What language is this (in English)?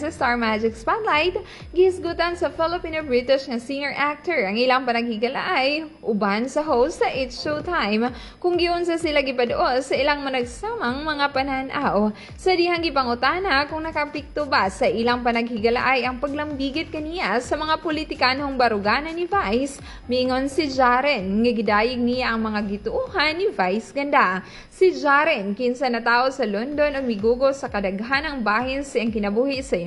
Cebuano